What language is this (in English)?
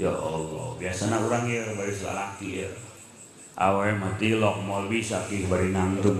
Sundanese